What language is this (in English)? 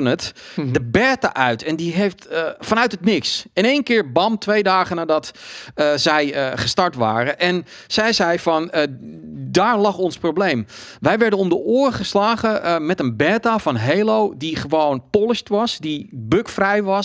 Dutch